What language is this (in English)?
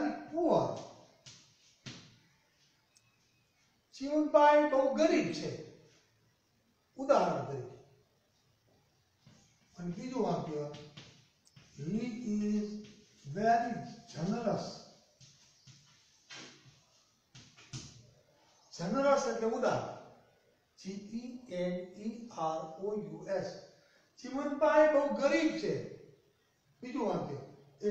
Gujarati